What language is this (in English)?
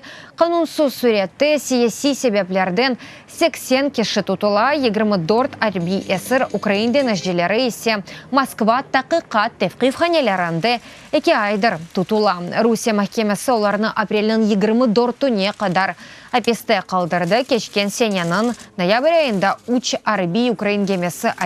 Crimean Tatar